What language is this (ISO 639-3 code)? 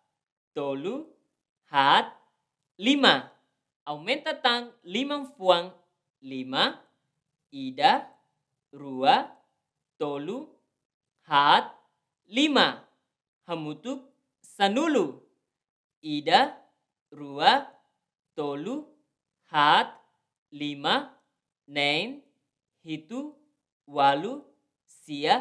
tet